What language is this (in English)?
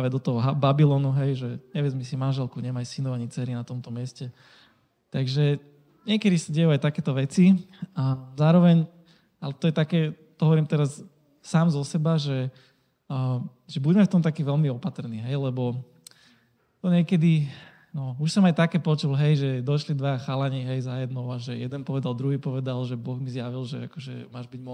Slovak